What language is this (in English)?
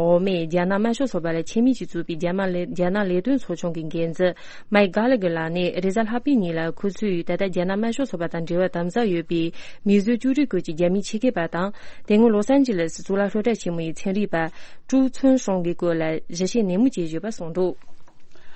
Tibetan